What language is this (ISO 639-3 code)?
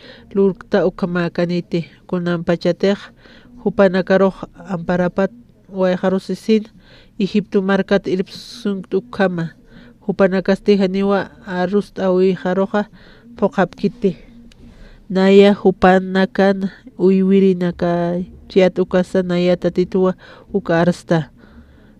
aym